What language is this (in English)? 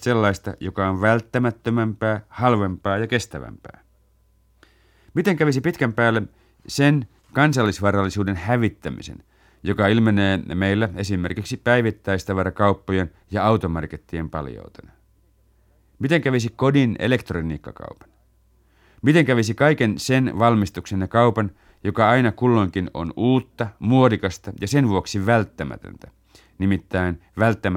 Finnish